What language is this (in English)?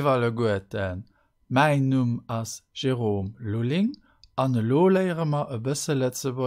Luxembourgish